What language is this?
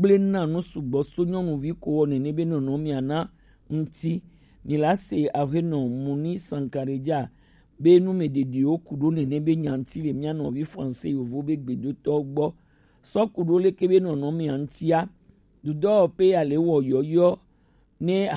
Gen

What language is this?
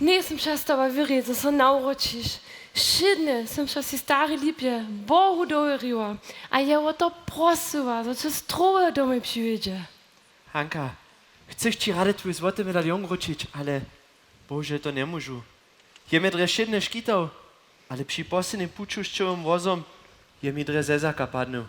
Upper Sorbian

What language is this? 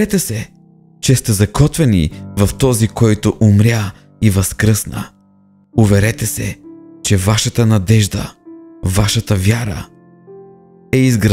Bulgarian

